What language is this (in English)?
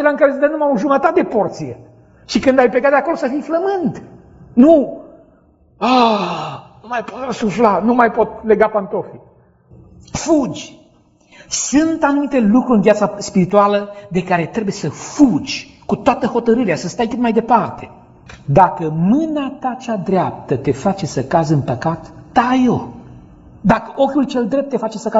Romanian